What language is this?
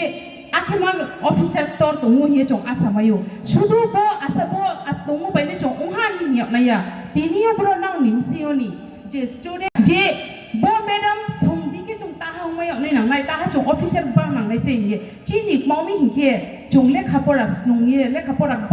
Riang (India)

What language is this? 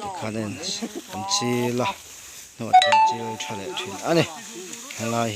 Mizo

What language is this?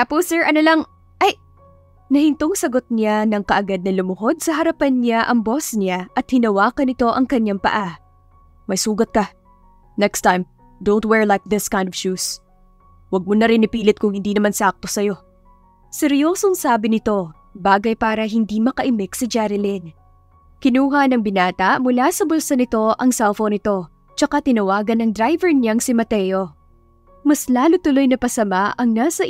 Filipino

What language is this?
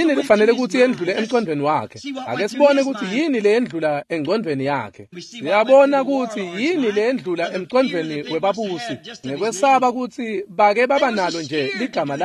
Swati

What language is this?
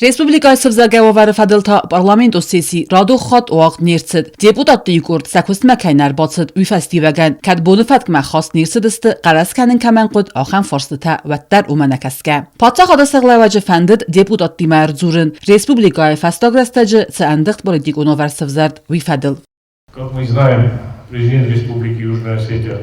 Ossetic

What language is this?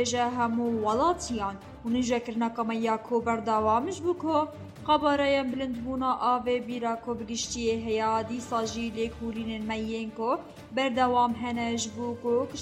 Kurdish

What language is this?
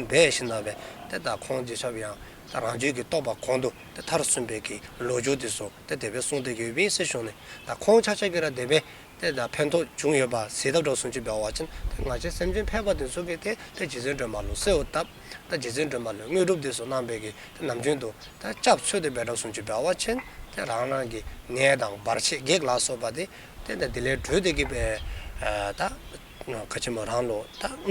Dzongkha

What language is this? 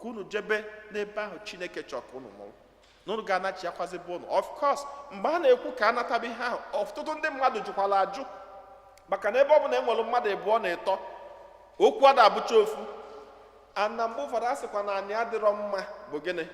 Igbo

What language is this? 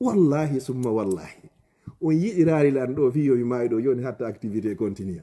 Fula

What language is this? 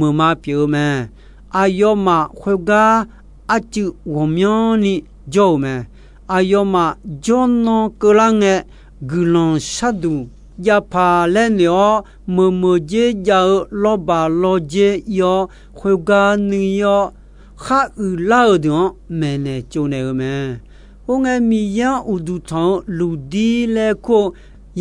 Akha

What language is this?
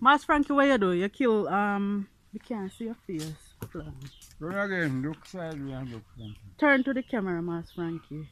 Jamaican Creole English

